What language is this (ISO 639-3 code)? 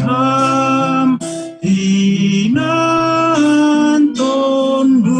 bts